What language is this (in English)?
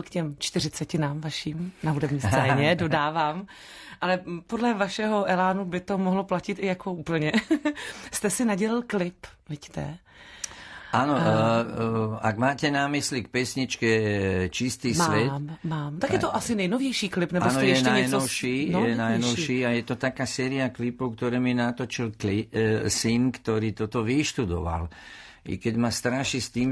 Slovak